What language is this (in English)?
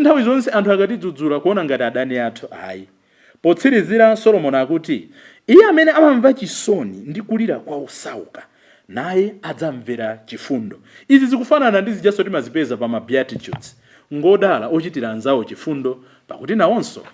Nyanja